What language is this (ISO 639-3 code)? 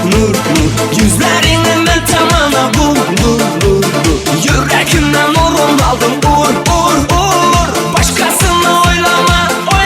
tuk